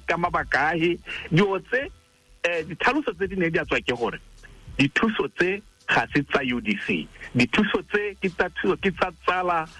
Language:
Tswana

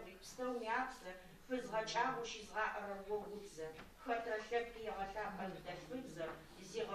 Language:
Adyghe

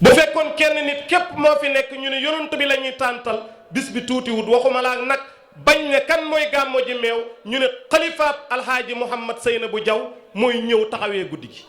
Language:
Wolof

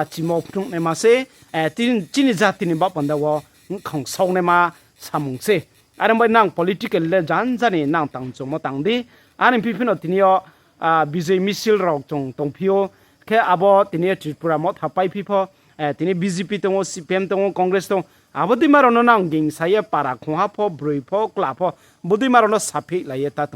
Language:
Riang (India)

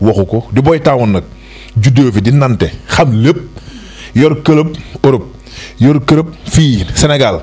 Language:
Wolof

